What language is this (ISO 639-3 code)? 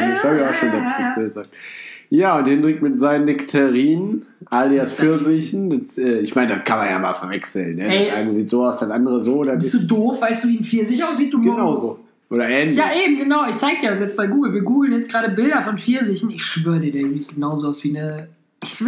deu